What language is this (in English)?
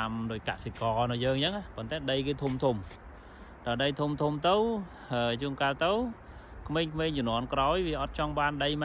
Khmer